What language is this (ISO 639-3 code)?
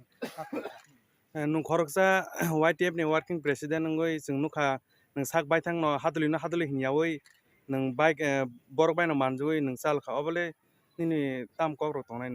trp